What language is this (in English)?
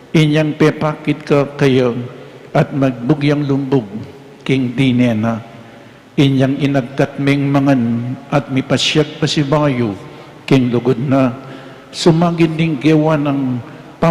Pampanga